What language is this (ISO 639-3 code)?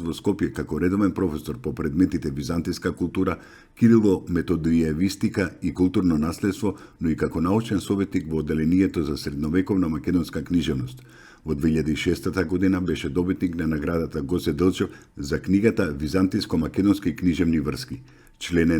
mkd